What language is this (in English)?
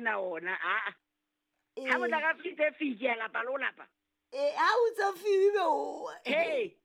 Southern Sotho